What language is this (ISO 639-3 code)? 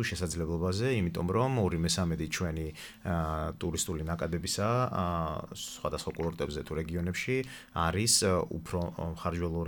kat